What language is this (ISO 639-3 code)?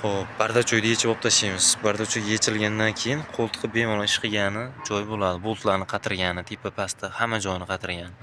uzb